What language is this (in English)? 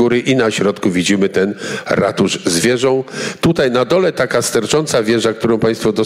Polish